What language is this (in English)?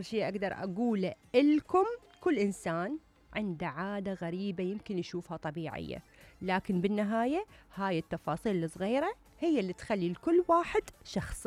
Mesopotamian Arabic